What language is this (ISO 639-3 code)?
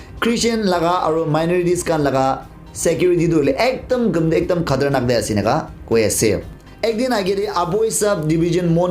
nag